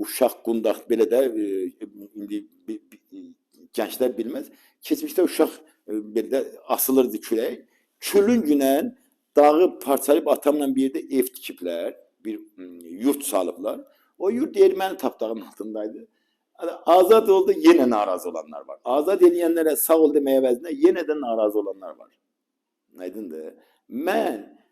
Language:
Azerbaijani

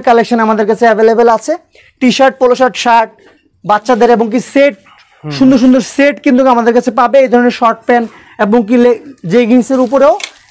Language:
Bangla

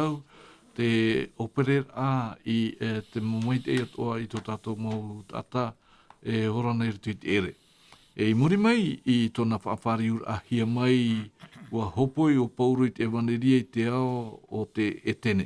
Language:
Tahitian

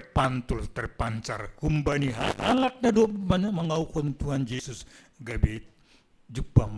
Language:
Batak Simalungun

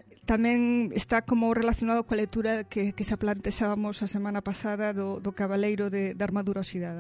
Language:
Galician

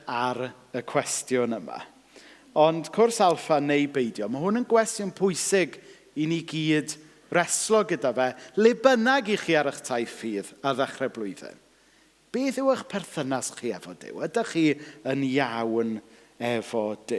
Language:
Welsh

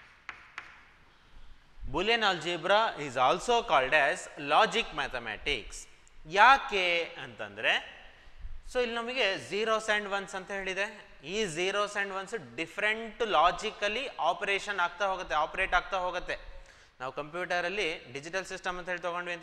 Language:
Kannada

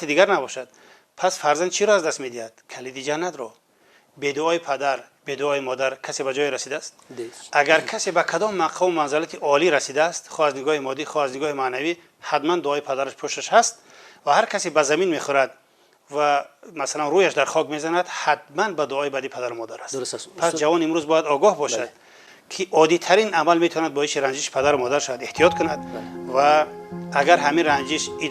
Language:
Tajik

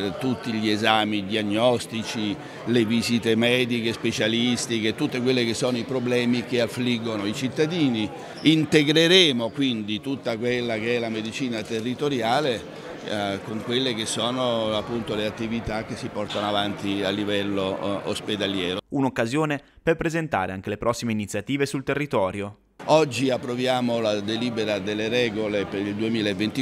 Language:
Italian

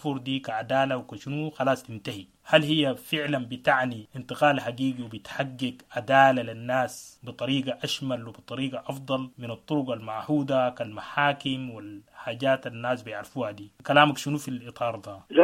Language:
Sudanese Arabic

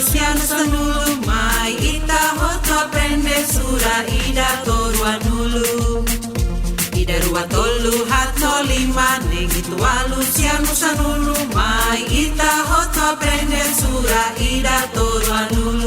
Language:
Tetum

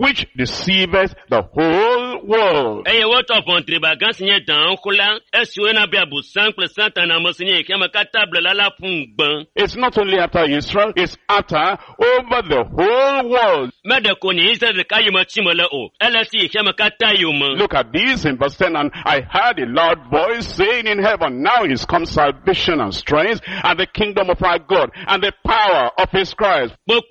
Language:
Ewe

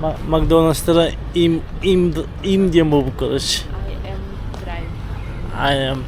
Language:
Yakut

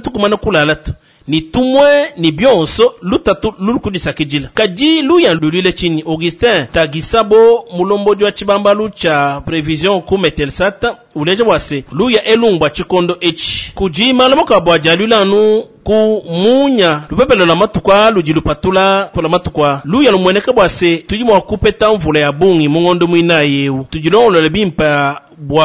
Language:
Luba-Lulua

